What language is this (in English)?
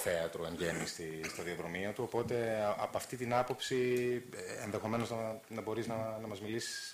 Greek